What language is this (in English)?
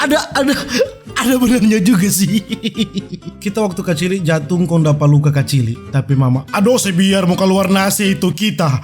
Manado Malay